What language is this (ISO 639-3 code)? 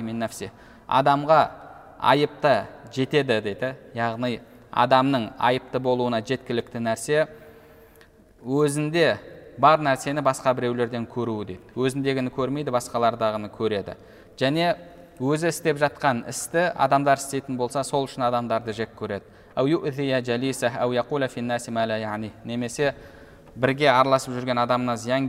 kaz